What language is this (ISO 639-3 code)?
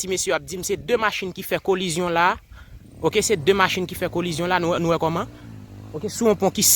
hat